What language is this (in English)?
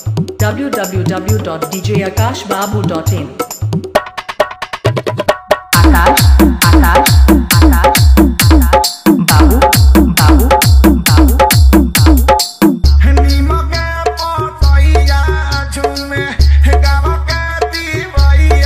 Bhojpuri